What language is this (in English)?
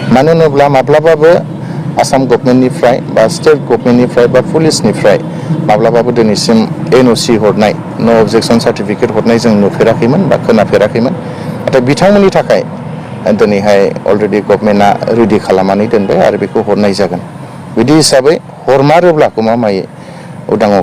Bodo